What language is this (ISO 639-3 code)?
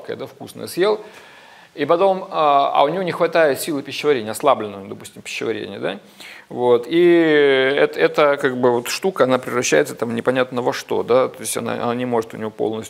rus